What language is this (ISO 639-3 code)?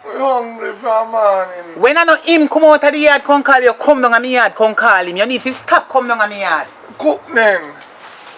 jam